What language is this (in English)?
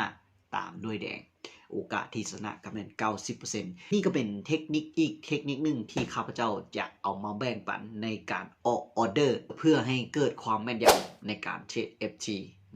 Lao